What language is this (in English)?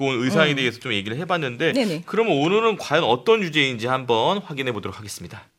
Korean